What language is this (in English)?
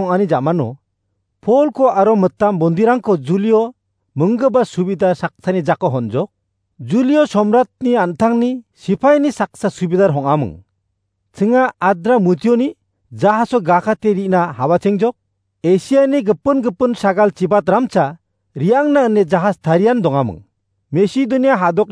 Garo